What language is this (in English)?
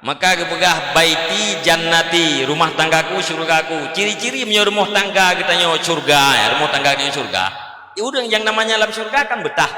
Achinese